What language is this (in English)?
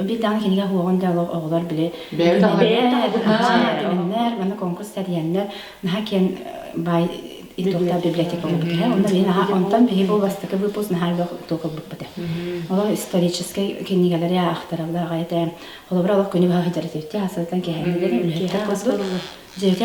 Yakut